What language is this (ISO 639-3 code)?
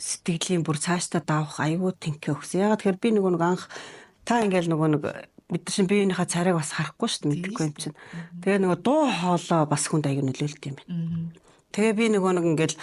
mon